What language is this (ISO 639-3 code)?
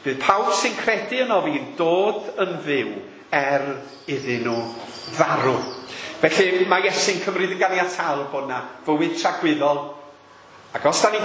cym